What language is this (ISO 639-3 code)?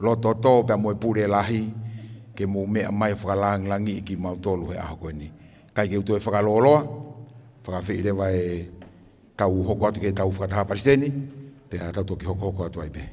ton